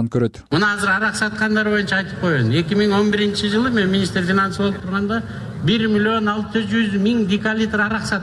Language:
Kyrgyz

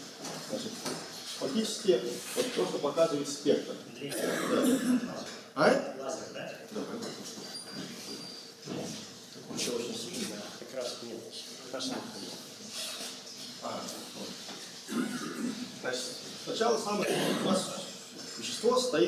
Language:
Russian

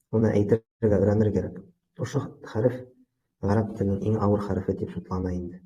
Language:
Bashkir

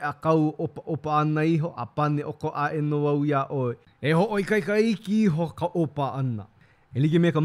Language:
Hawaiian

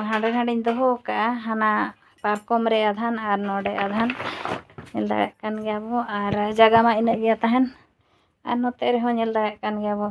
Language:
Santali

